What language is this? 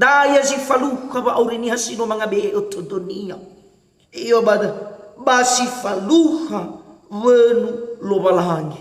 Nias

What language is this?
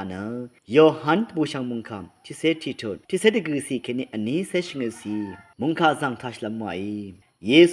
Rawang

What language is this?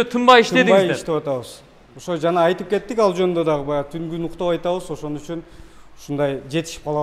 Kyrgyz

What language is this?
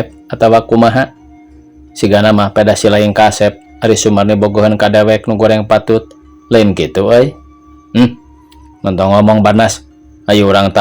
Sundanese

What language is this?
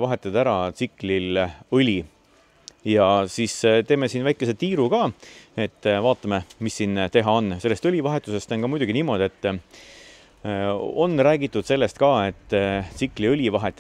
Estonian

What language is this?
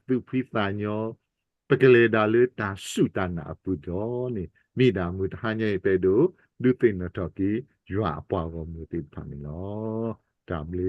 S'gaw Karen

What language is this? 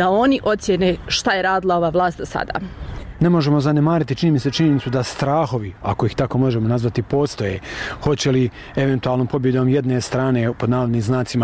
Bosnian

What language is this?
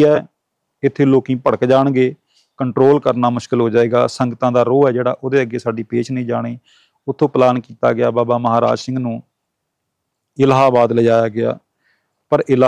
Punjabi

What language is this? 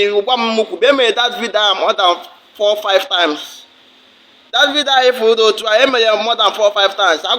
Igbo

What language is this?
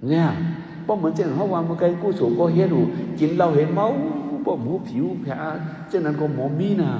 Shan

